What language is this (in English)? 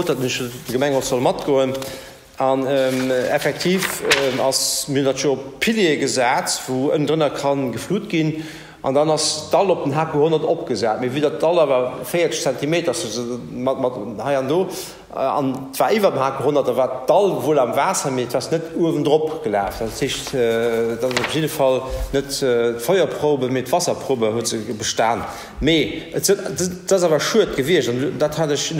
Luxembourgish